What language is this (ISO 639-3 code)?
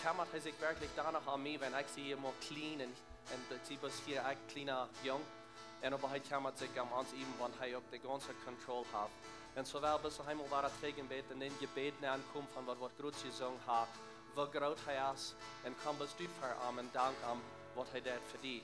pdt